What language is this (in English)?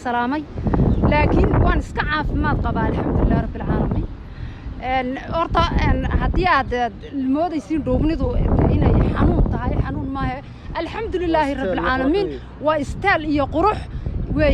Somali